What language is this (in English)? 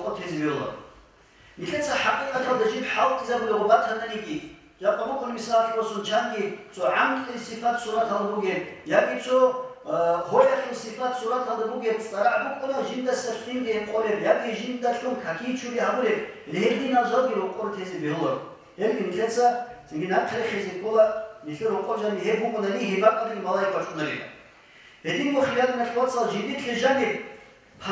Avaric